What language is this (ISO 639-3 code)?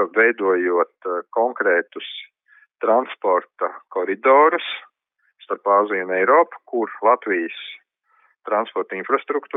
lav